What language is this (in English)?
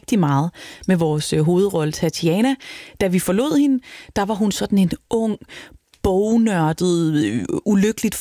Danish